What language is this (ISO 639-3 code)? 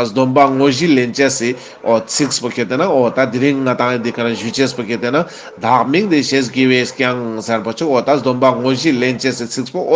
lbj